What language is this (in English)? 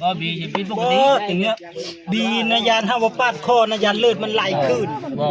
Northeastern Thai